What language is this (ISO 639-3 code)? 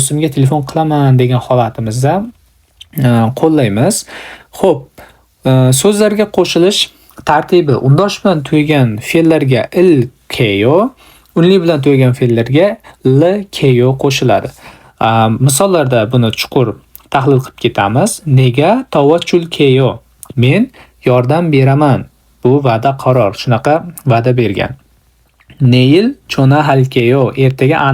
uzb